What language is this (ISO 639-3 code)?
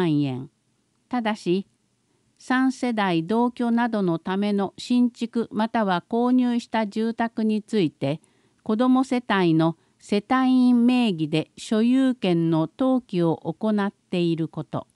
jpn